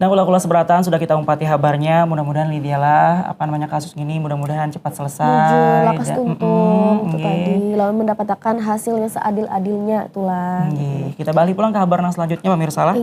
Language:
Banjar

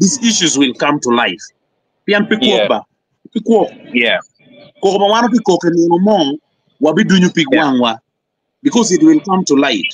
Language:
Acoli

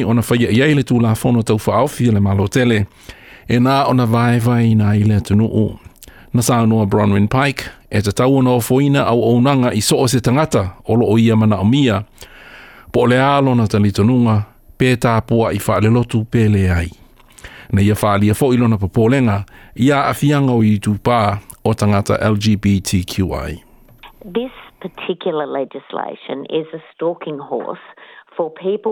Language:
Samoan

